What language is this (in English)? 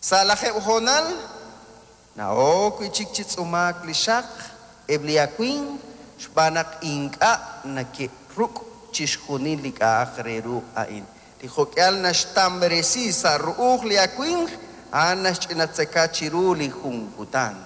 Kekchí